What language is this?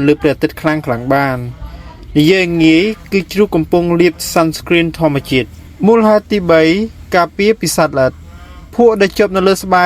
Khmer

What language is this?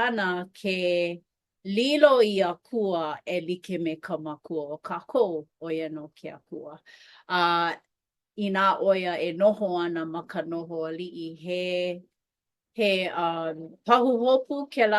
Hawaiian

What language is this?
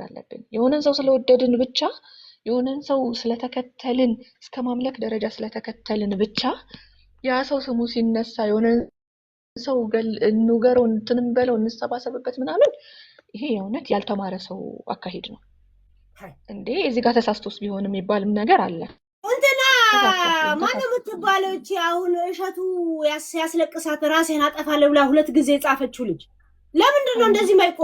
Amharic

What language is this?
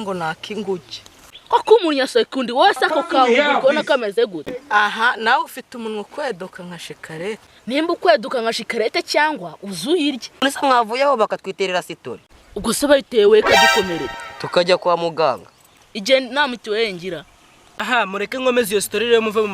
Kinyarwanda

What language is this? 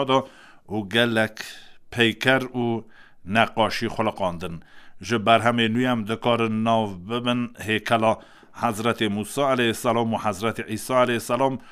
Kurdish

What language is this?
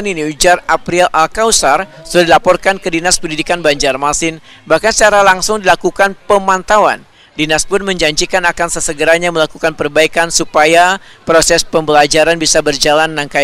Banjar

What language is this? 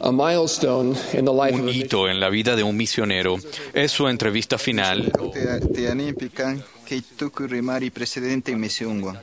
Quechua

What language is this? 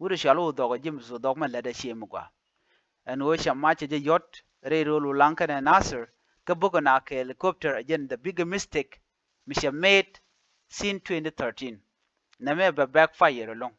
Nuer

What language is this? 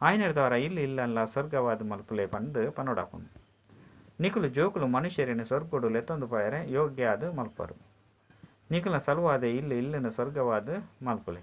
Tulu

